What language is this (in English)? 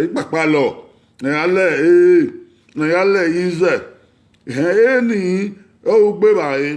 Bini